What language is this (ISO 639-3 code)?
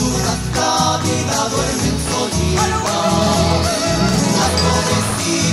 spa